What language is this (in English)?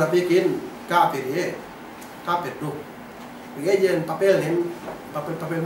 Yakan